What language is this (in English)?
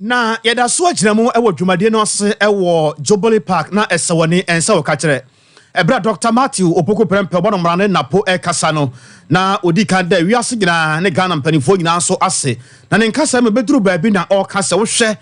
Akan